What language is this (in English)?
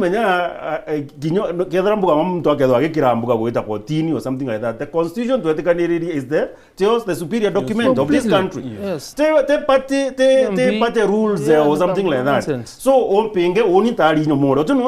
Meru